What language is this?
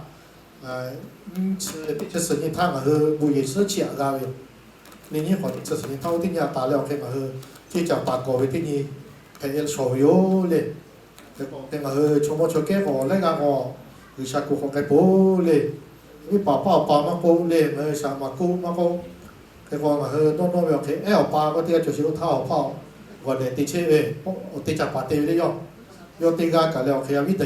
Lahu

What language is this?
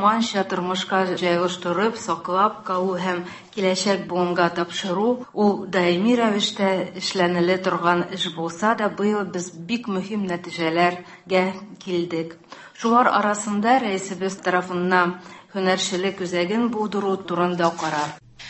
Tatar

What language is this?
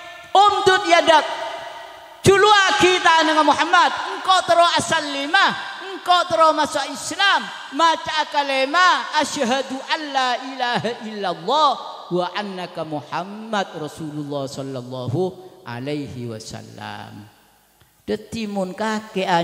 Madurese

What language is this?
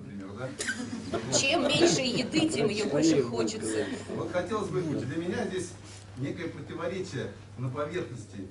Russian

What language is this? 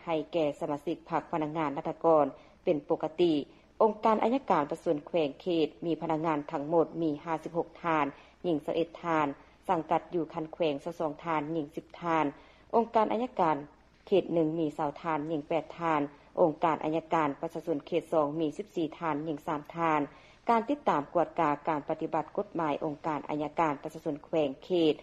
Lao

